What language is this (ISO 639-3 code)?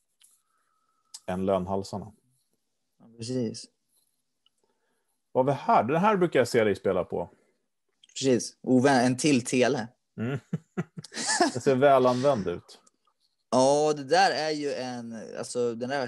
swe